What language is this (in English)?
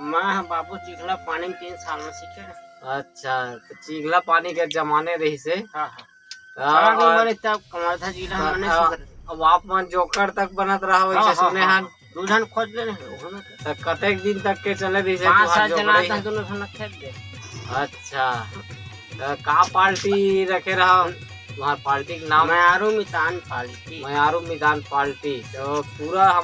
Chhattisgarhi